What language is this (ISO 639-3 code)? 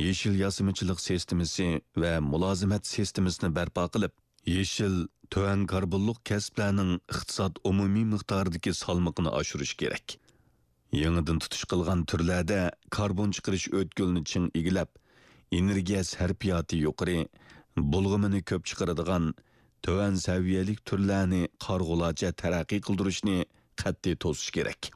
uig